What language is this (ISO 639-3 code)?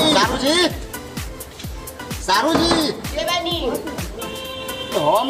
bho